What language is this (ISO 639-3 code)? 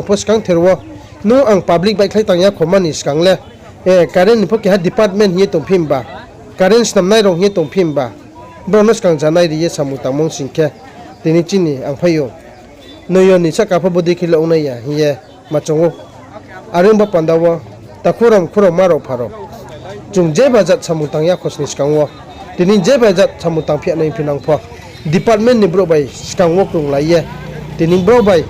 ria